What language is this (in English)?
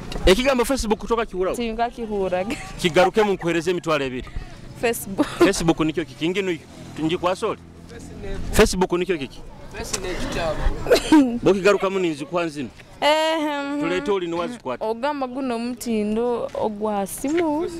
Nyoro